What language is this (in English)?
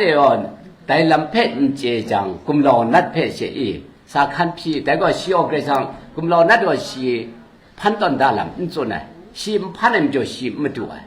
Kachin